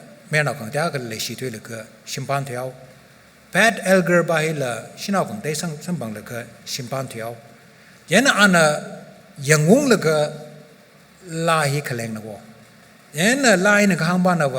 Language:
Tangkhul Naga (India)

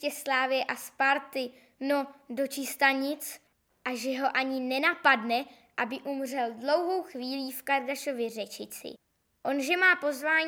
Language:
Czech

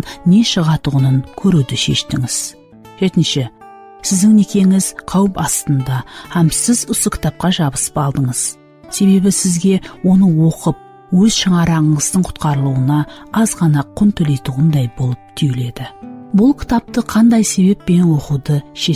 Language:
Kara-Kalpak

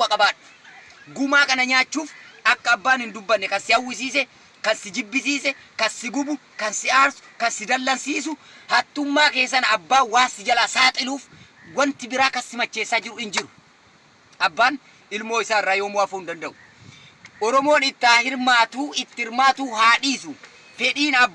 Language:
Oromo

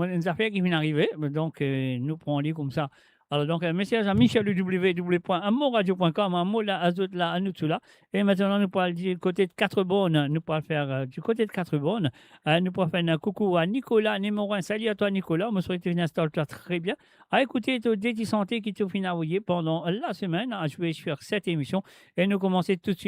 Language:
Morisyen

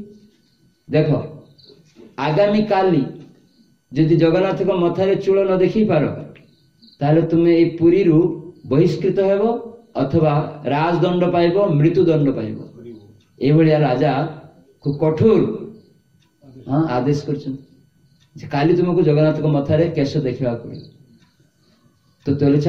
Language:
Odia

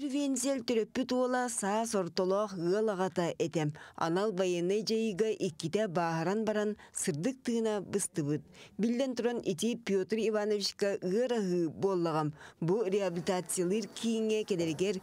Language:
Yakut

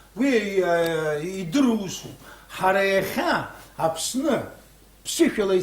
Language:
Abkhazian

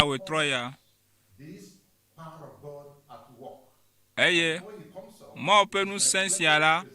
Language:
Ewe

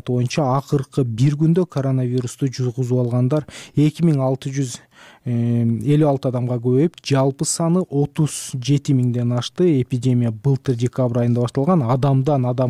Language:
Kyrgyz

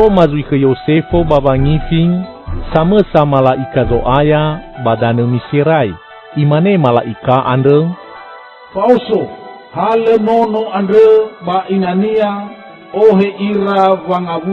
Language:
Nias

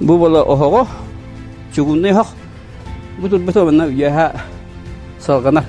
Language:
Yakut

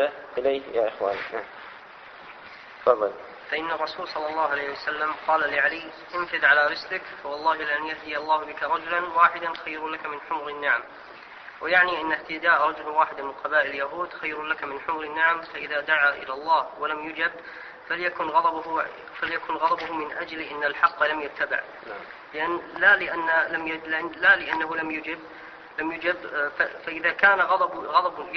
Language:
Arabic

